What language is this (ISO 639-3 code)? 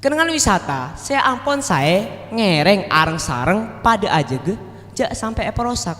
mad